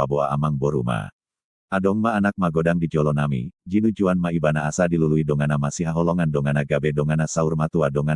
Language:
Batak Toba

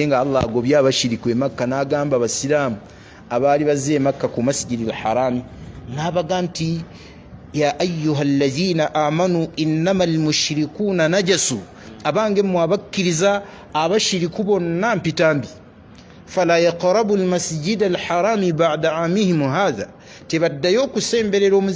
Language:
Ganda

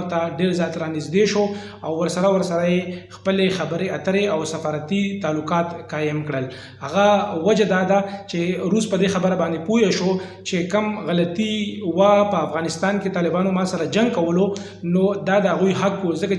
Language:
Pashto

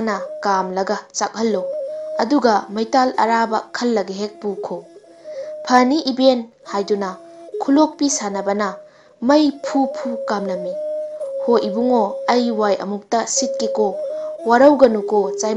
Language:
Manipuri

